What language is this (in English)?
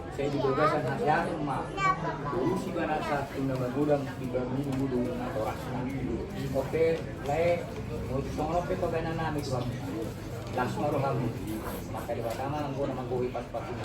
Batak Toba